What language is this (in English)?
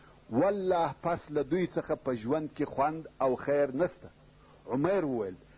Pashto